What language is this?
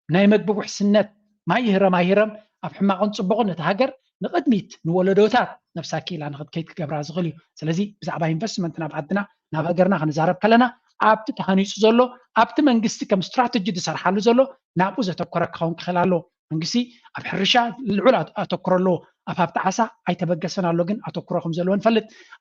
Tigrinya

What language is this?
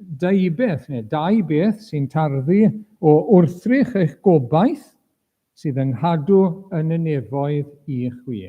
Welsh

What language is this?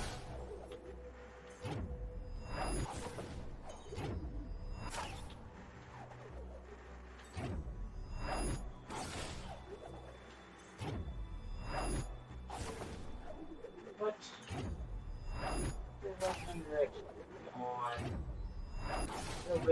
English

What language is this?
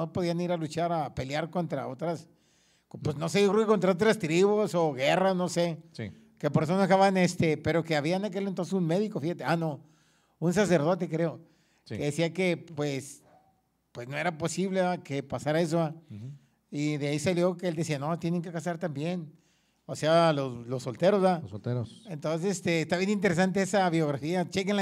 Spanish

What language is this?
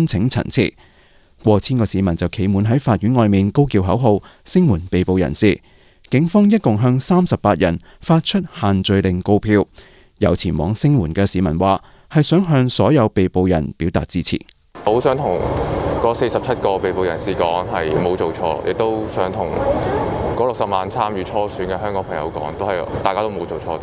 Cantonese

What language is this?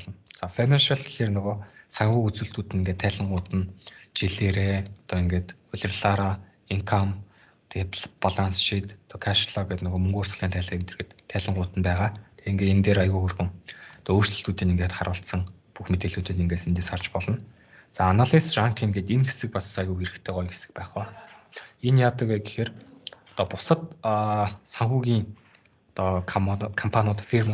Mongolian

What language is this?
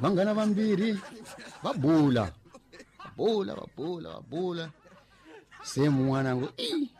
Tsonga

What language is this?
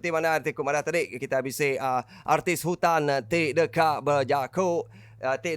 Iban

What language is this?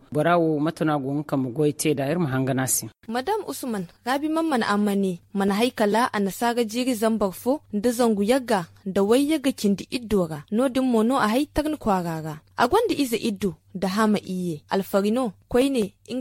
Zarma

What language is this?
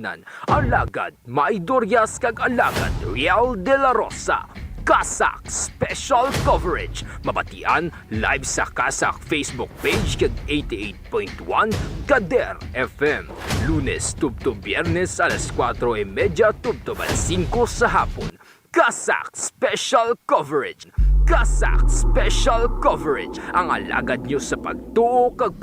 Hiligaynon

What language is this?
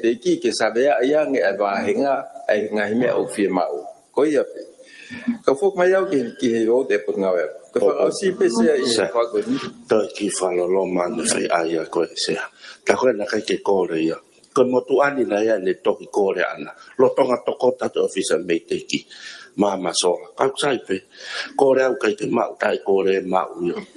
Tongan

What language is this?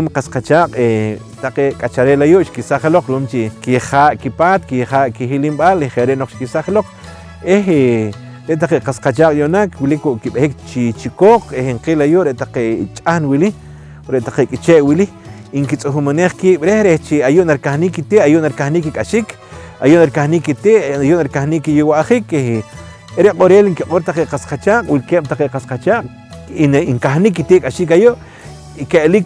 Poqomchi'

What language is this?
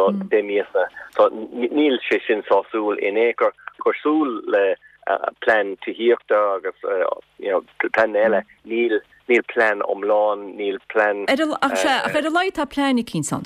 Irish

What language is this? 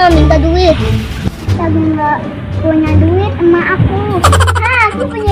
Betawi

